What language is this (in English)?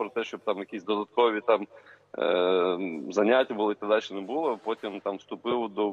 Ukrainian